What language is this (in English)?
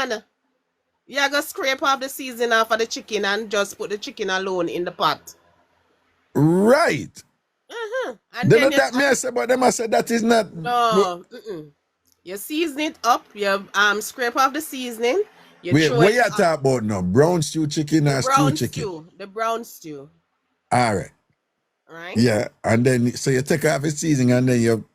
Jamaican Creole English